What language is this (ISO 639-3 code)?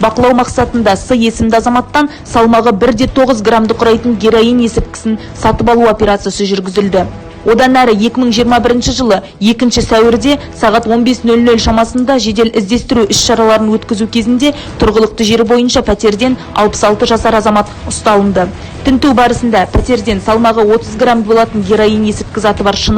kaz